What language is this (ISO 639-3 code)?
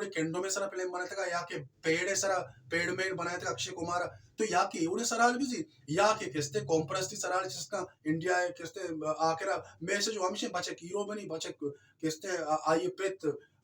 bal